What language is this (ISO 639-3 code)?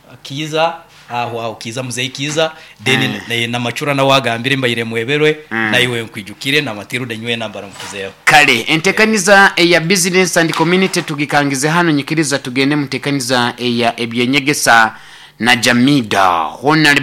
nyo